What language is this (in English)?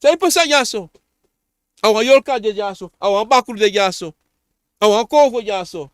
Sranan Tongo